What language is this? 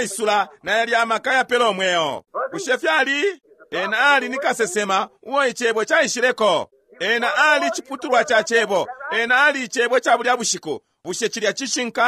Bemba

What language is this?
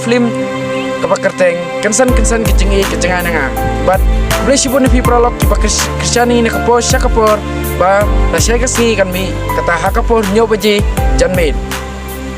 Khasi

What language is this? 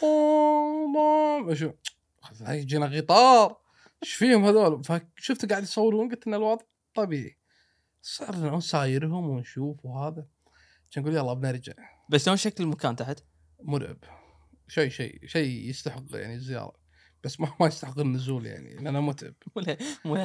Gulf Arabic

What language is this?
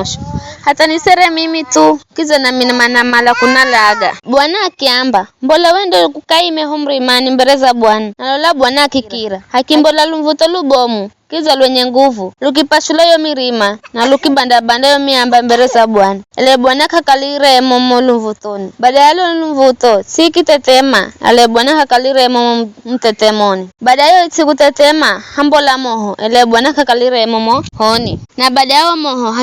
Giryama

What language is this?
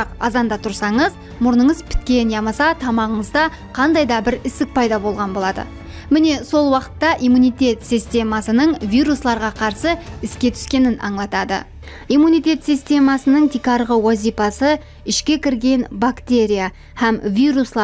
Kara-Kalpak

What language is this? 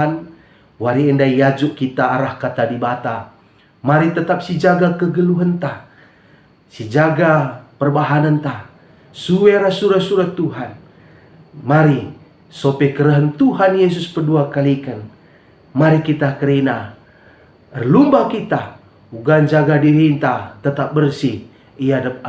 Batak Karo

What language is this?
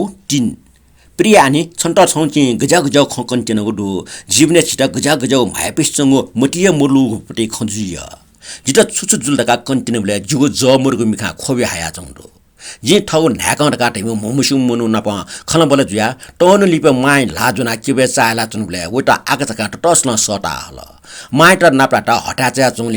Newari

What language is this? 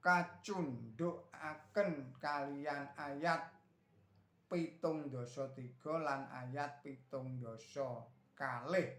Javanese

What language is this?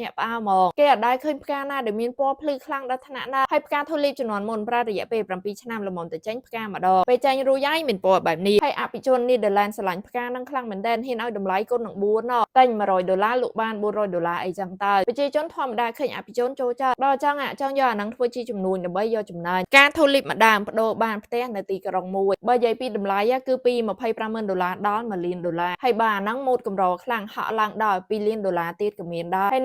Khmer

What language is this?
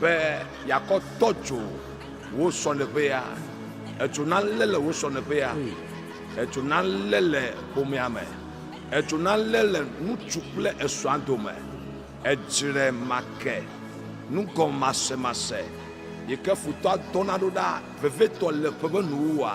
Ewe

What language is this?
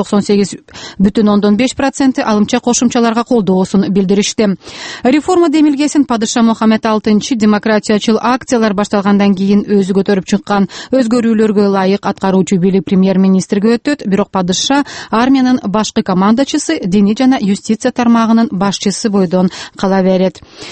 Kyrgyz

